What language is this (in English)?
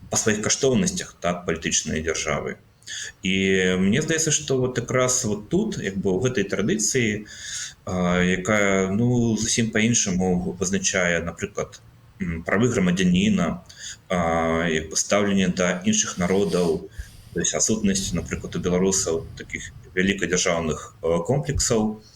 Belarusian